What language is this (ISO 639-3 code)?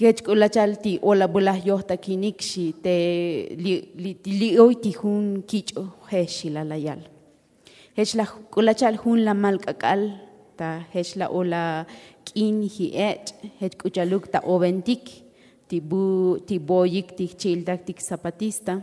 tzo